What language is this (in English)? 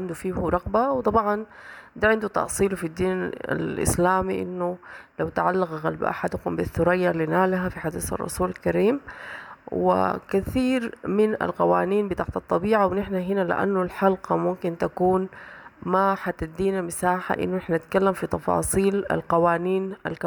Sudanese Arabic